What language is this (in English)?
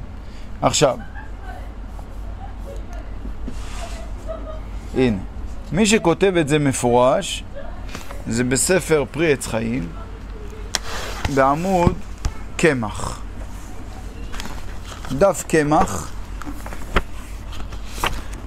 Hebrew